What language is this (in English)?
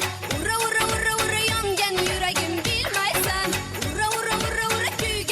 Kara-Kalpak